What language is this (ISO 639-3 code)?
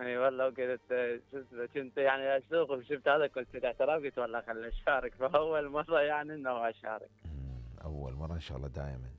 acm